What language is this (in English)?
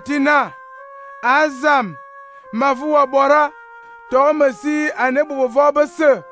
Fang